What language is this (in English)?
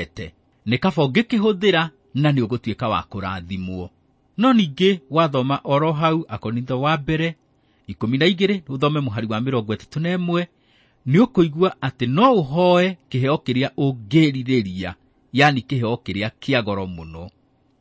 Kikuyu